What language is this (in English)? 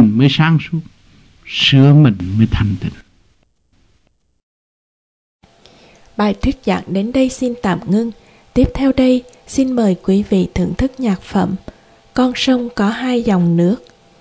Vietnamese